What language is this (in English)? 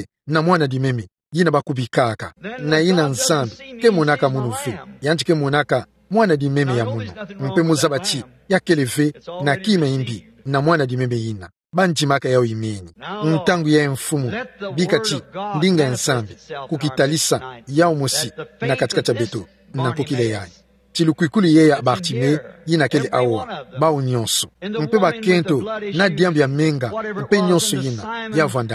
Kituba (Democratic Republic of Congo)